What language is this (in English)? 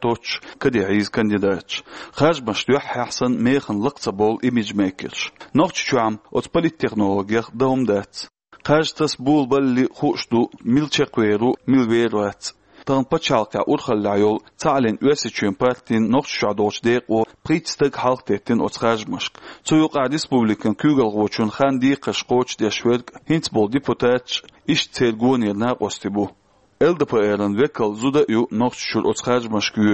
Chechen